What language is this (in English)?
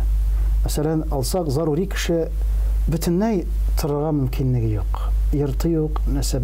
Tatar